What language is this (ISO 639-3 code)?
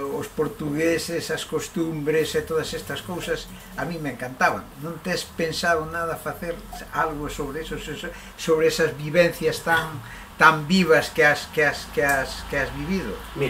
glg